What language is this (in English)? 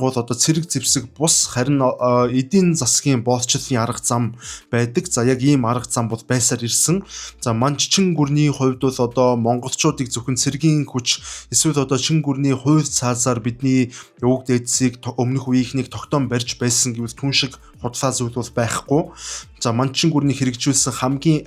Mongolian